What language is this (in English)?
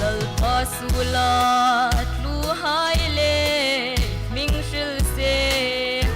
Hmar